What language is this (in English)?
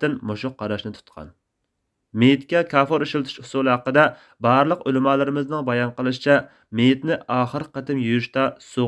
Uyghur